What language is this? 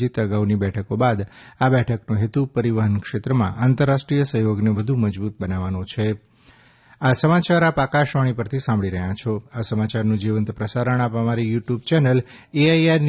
Gujarati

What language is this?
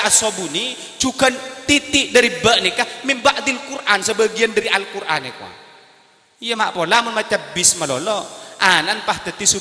Madurese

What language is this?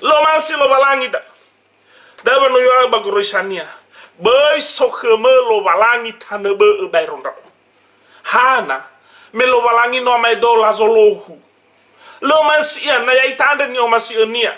Nias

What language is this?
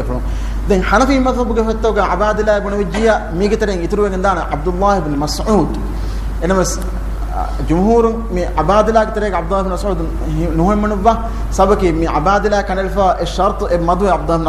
Divehi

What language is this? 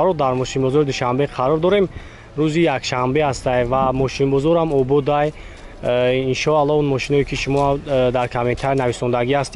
Tajik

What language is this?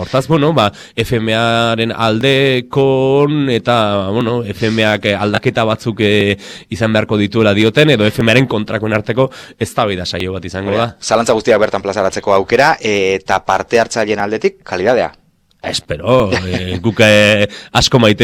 Basque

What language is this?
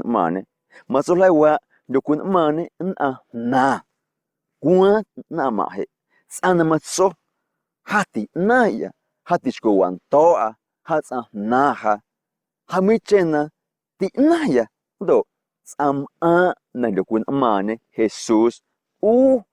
Guerrero Amuzgo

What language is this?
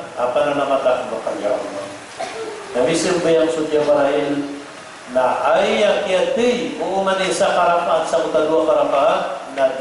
Maranao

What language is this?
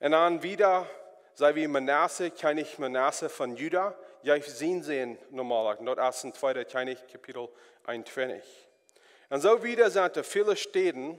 Plautdietsch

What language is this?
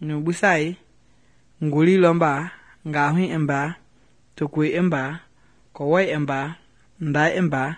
Mende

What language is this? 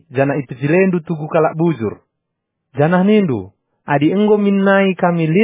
Batak Karo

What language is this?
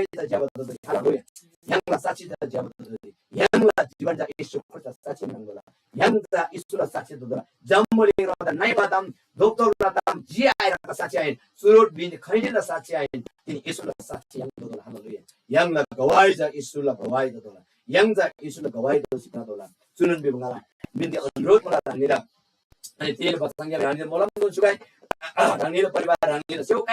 Eastern Tamang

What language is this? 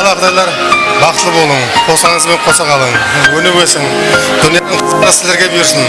Kara-Kalpak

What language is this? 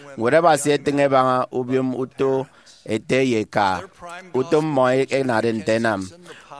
Efik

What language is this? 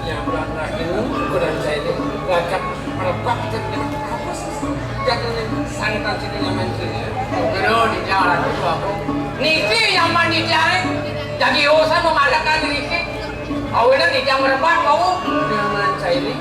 Balinese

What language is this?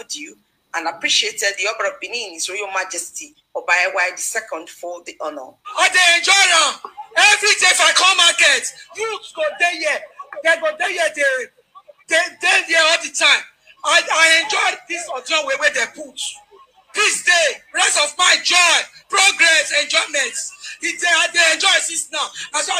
Nigerian Pidgin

